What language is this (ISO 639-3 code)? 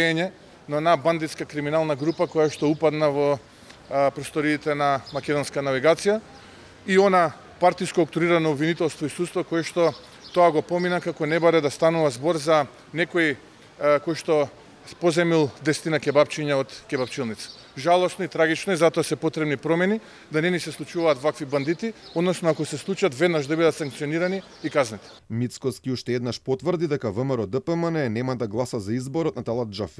mkd